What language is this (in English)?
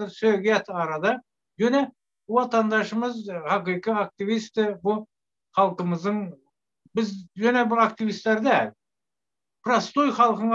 Turkmen